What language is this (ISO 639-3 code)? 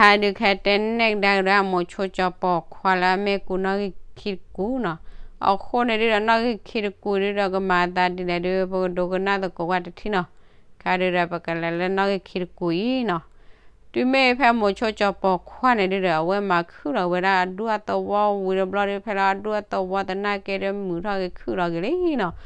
ksw